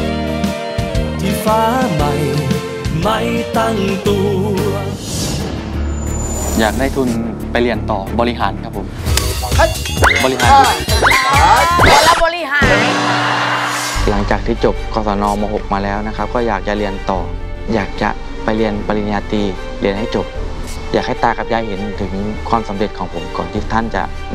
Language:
Thai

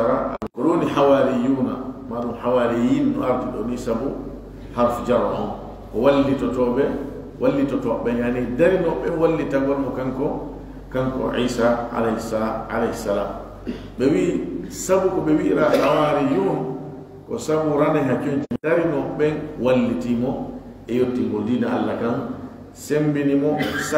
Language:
Fula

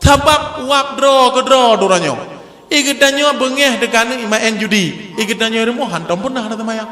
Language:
Achinese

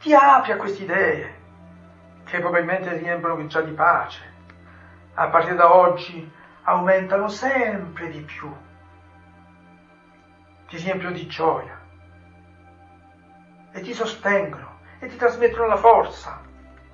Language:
Italian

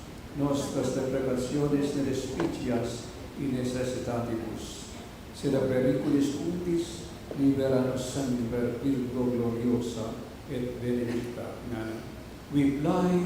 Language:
Pampanga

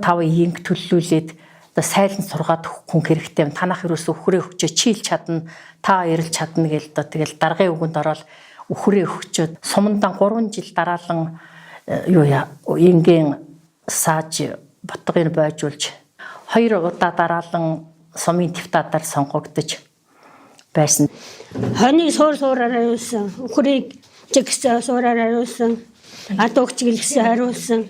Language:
Mongolian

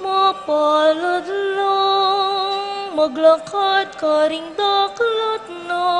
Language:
Pampanga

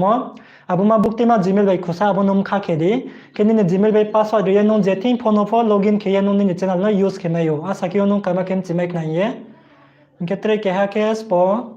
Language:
Riang (India)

